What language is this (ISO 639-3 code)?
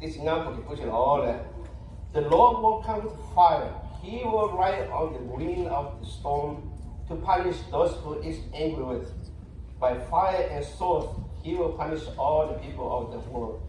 lhu